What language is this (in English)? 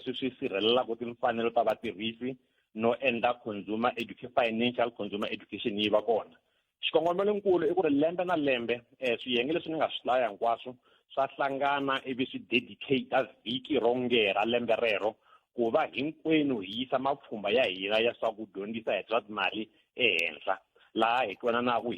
Tsonga